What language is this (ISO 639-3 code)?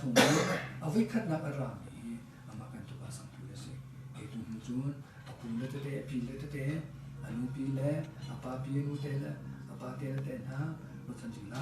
cnh